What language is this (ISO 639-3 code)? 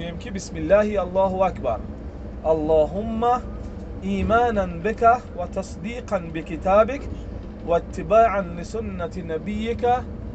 tgk